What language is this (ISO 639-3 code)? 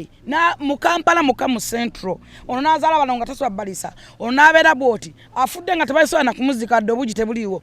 lug